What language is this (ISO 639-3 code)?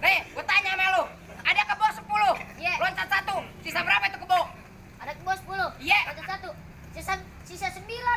bew